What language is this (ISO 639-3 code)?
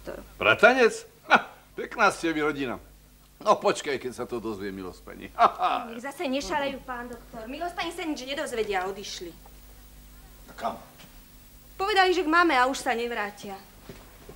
slk